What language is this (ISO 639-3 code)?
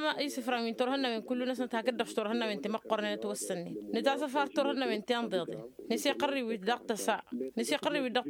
taq